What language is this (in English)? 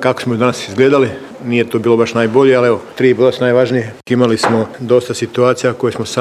Croatian